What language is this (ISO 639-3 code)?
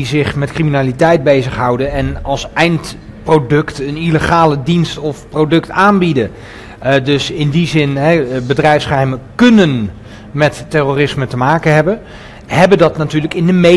nld